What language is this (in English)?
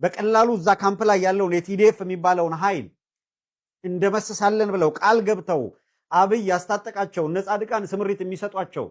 Amharic